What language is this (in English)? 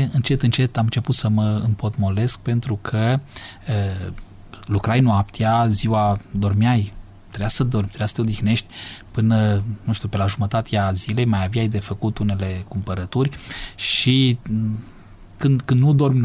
Romanian